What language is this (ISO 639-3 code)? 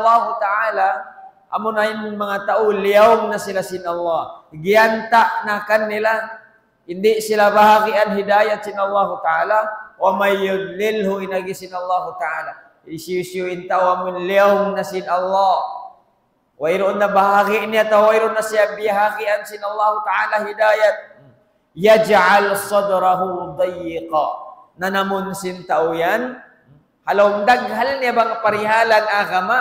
tsg